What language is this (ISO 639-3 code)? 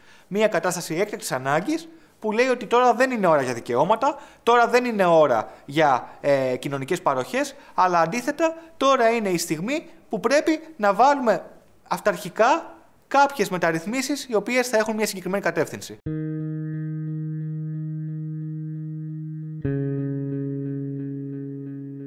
ell